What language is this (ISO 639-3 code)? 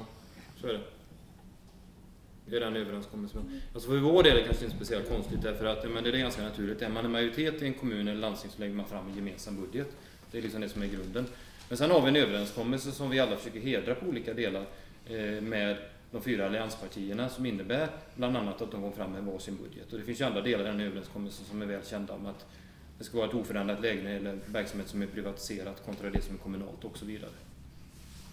swe